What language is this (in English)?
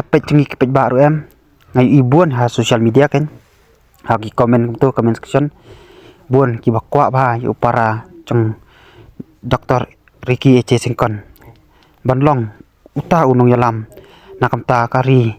Khasi